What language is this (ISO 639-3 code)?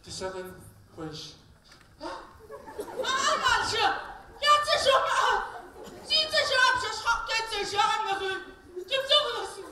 kbd